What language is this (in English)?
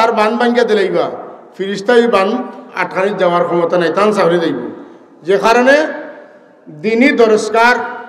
Sylheti